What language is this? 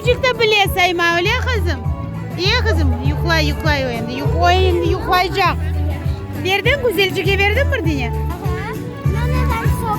Crimean Tatar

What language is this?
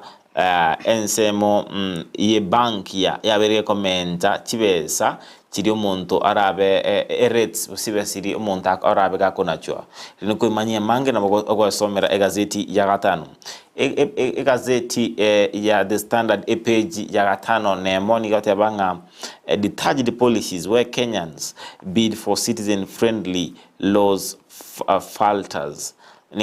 Gusii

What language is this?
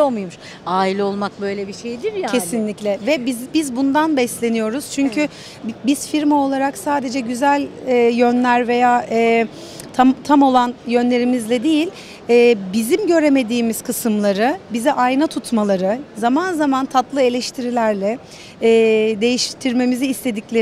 Turkish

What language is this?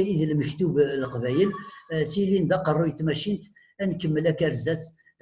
Kabyle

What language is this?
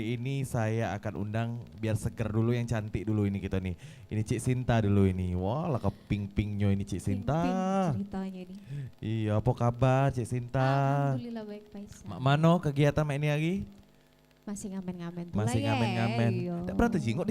Musi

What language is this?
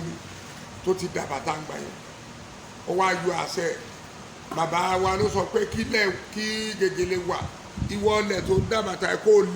Yoruba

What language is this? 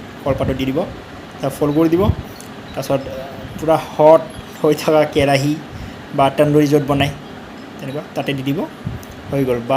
Assamese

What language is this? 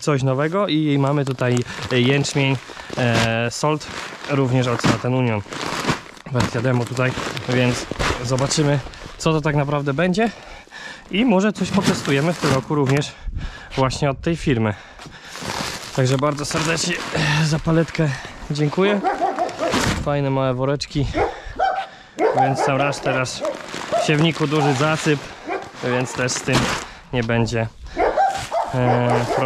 Polish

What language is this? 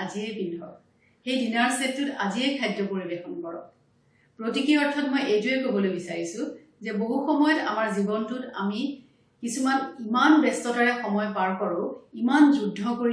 Assamese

